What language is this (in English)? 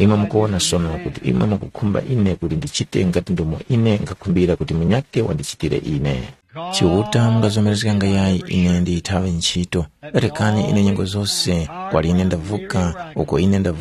Tumbuka